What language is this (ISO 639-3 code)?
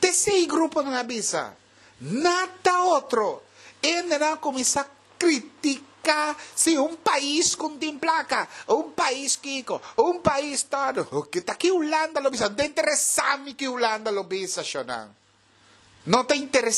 pap